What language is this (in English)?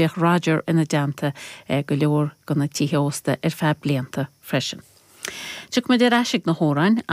Irish